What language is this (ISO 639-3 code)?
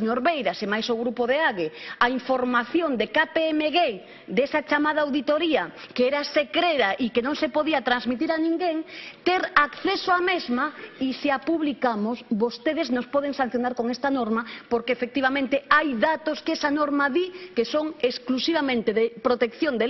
glg